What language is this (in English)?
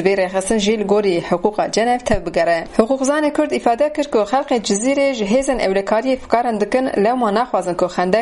Kurdish